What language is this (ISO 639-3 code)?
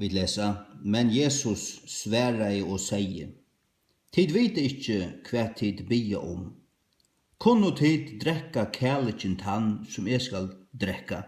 fao